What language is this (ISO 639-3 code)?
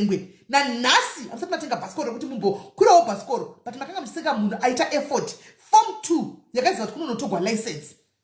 sna